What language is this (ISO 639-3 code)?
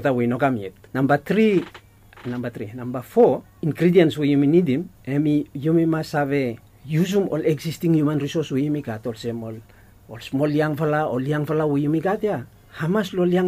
bis